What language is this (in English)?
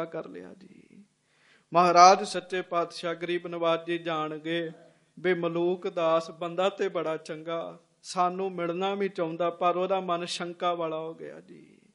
Punjabi